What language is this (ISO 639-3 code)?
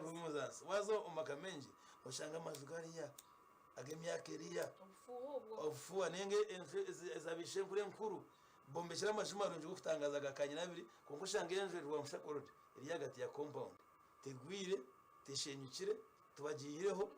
nyn